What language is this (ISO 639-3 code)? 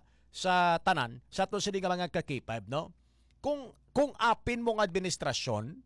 hil